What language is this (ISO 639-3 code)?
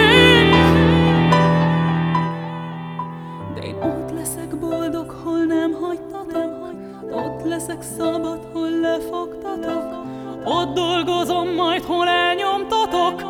hun